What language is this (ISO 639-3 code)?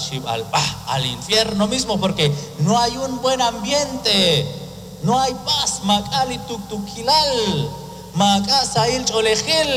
kek